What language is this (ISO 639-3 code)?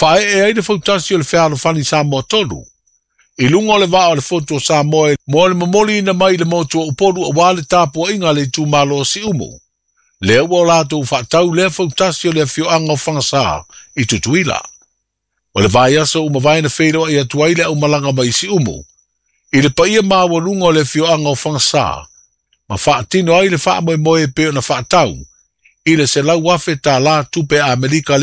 smo